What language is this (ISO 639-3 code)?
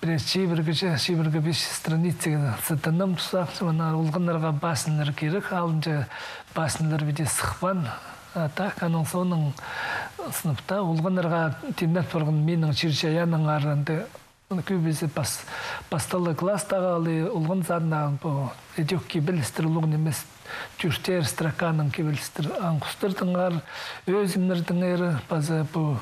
kjh